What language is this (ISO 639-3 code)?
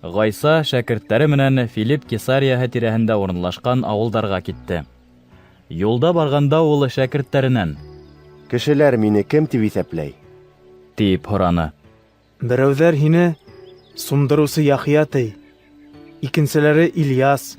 bak